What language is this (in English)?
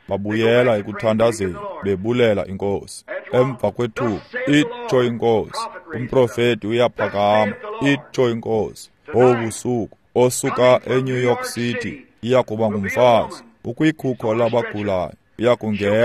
Xhosa